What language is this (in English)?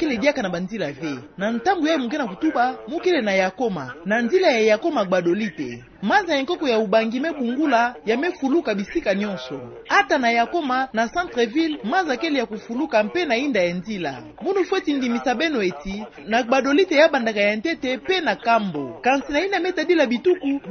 Kituba (Democratic Republic of Congo)